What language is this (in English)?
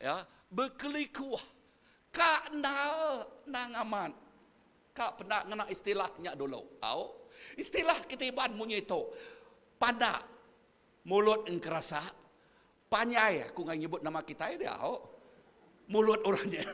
Iban